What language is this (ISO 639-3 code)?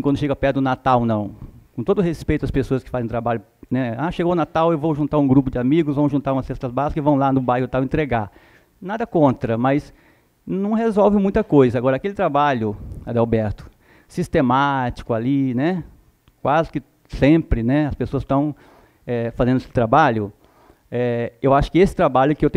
por